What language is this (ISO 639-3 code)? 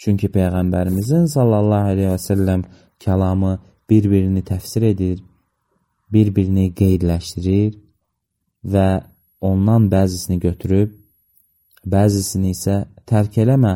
aze